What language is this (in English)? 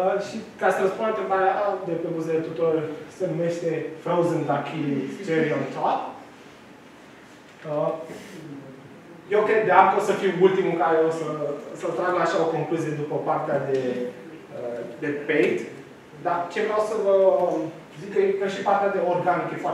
Romanian